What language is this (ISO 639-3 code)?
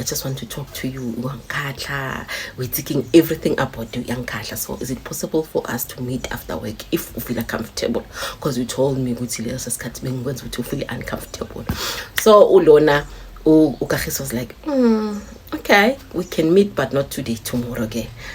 zul